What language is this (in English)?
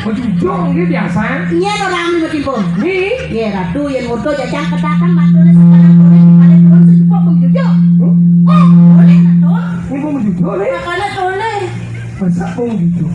Balinese